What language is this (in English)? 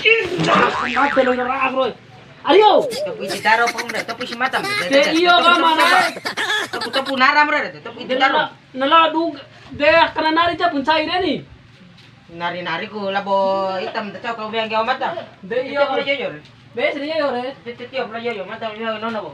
Bima